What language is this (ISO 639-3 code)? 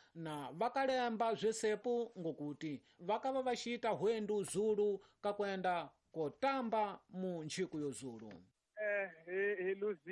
tso